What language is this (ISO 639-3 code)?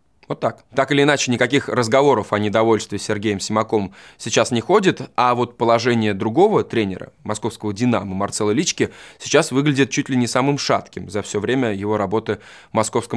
rus